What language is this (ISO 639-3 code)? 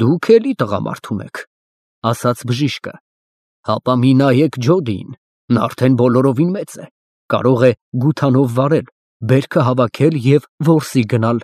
hye